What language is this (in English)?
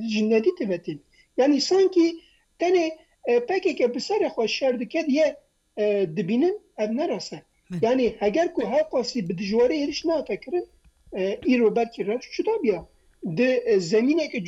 Kurdish